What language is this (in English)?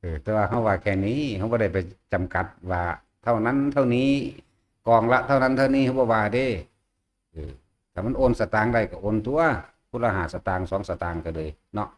Northeastern Thai